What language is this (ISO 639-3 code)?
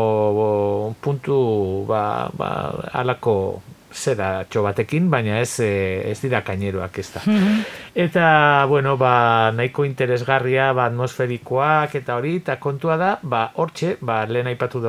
eus